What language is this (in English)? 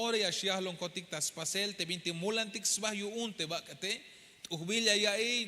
Tzeltal